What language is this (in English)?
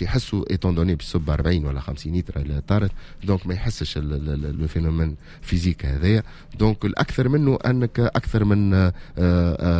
Tunisian Arabic